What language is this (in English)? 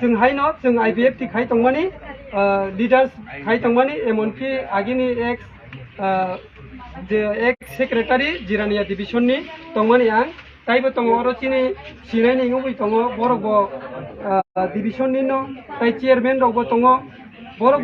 Kok Borok